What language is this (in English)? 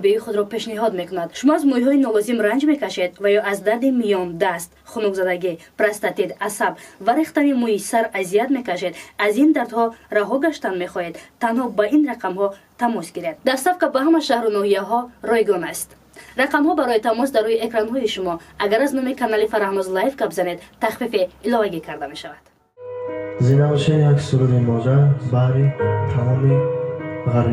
Tajik